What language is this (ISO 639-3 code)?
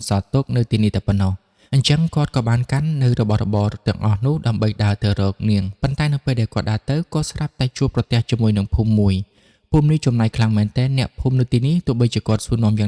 khm